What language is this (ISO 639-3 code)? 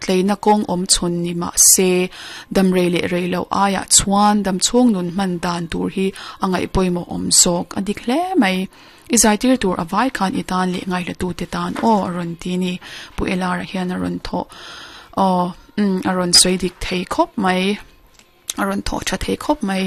lus